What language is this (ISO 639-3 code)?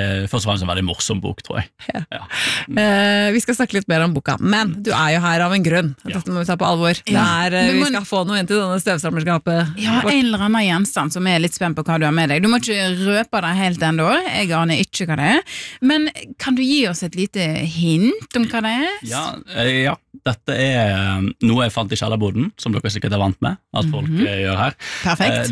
nor